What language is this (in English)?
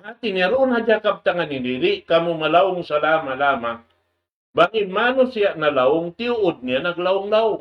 Tausug